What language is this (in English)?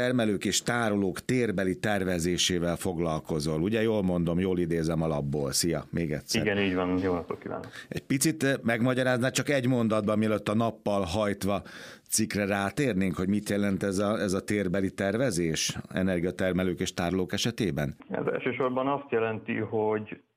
Hungarian